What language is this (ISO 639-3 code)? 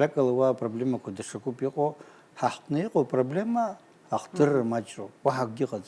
abk